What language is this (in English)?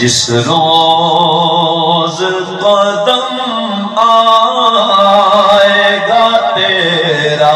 Saraiki